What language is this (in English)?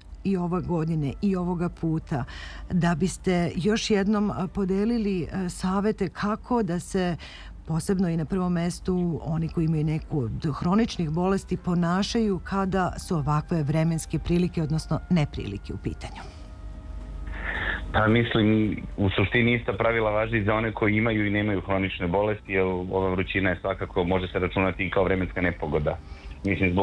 Serbian